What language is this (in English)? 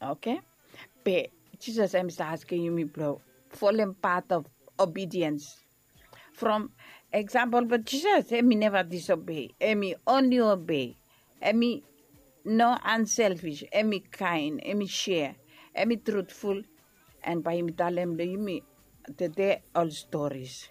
Bislama